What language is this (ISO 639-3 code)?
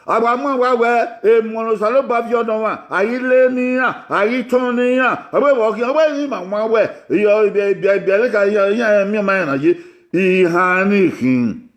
bin